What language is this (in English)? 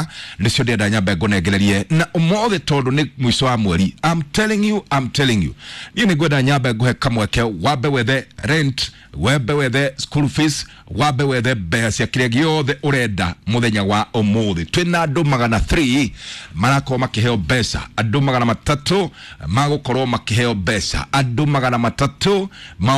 Kikuyu